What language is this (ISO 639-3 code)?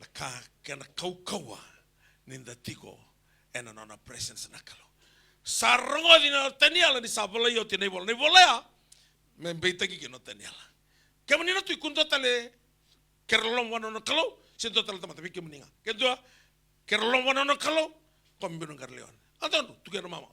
fij